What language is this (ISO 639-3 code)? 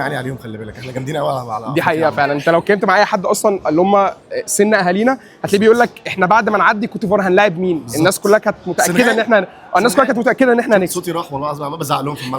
arz